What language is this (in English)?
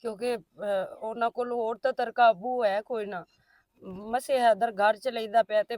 Western Panjabi